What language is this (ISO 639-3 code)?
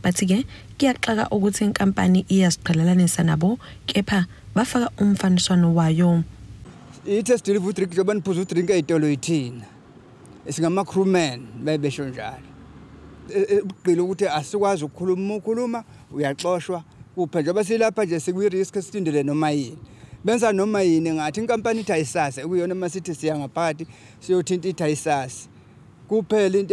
zul